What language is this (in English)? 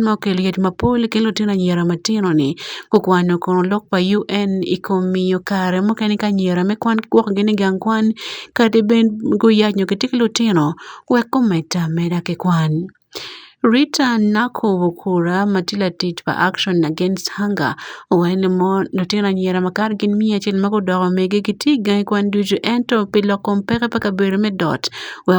Acoli